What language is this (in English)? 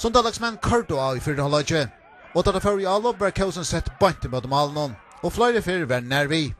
Faroese